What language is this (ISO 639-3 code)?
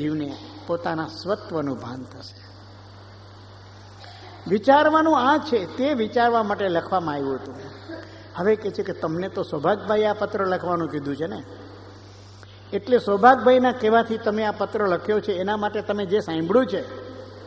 guj